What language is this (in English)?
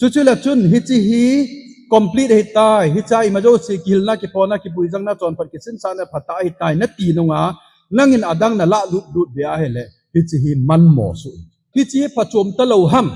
Thado Chin